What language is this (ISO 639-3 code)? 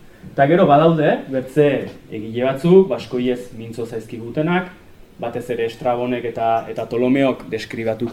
eus